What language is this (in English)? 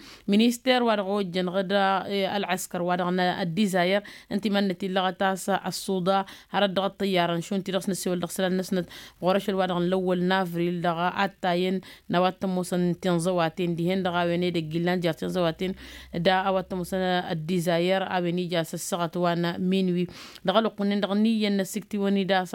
Tamasheq